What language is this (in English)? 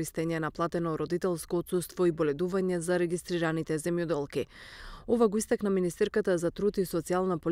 Macedonian